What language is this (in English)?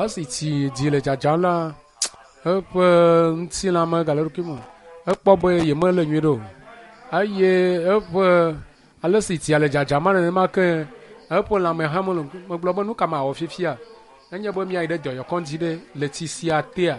Ewe